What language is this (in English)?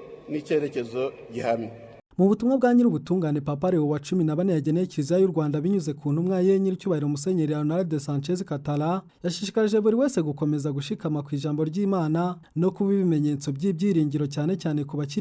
Kinyarwanda